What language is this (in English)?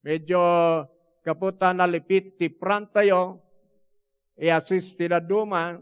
Iloko